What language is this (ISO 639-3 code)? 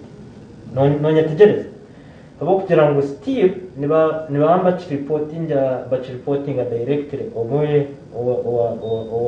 nyn